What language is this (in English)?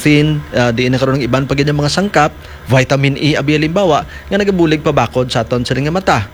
Hiligaynon